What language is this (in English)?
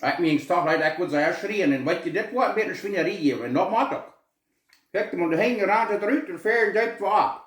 Plautdietsch